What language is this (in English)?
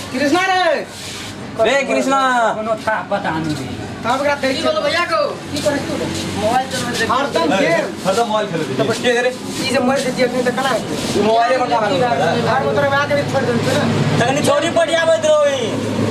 Maithili